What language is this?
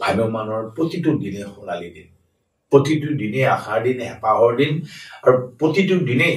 Assamese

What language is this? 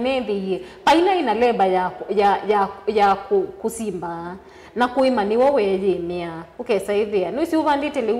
Kamba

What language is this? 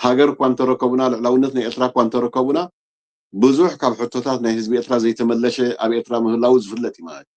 Tigrinya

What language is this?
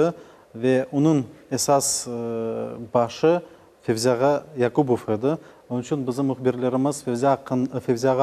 Crimean Tatar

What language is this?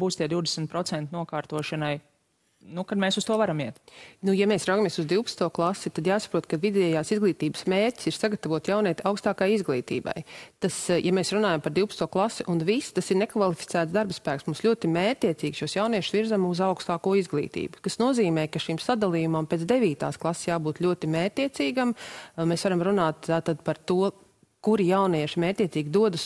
Latvian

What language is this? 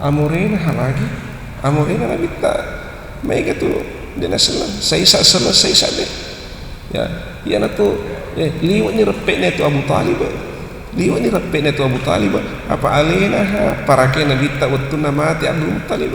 Buginese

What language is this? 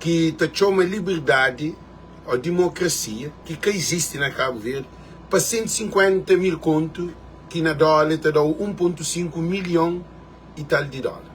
Kabuverdianu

